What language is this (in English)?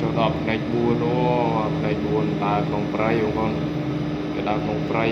Khmer